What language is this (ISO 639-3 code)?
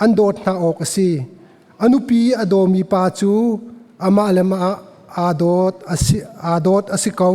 cnh